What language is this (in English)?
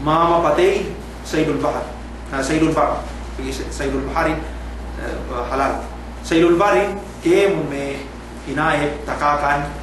Yakan